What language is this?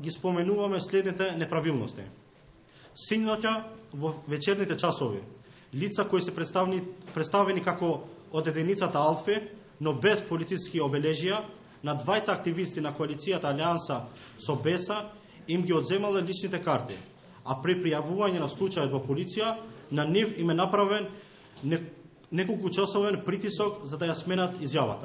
Macedonian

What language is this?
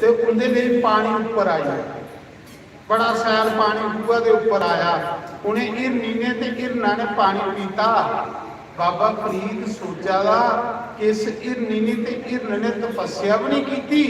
Dogri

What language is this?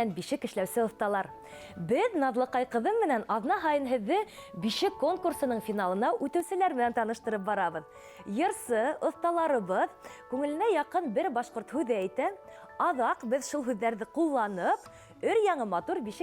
Bashkir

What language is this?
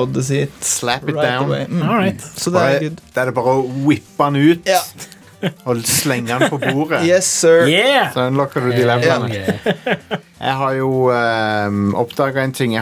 Norwegian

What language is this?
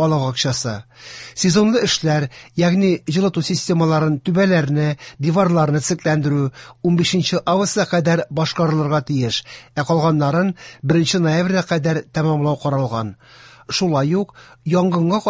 Tatar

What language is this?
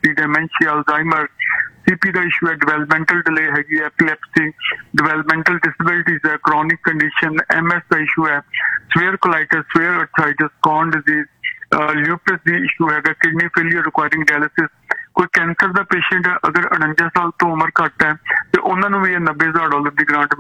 Punjabi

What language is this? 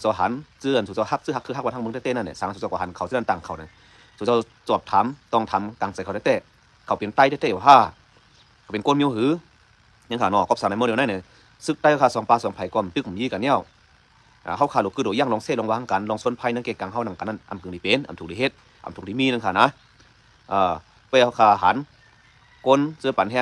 Shan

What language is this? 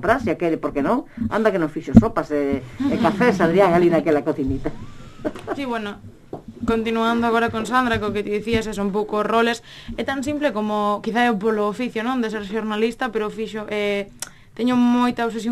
Galician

